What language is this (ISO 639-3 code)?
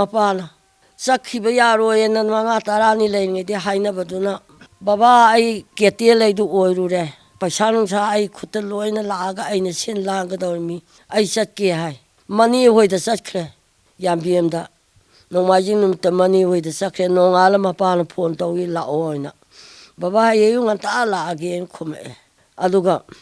mni